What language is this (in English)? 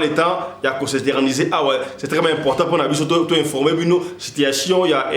Lingala